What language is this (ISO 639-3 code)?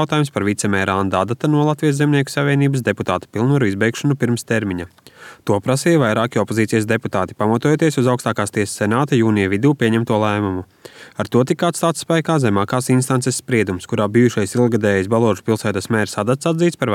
lav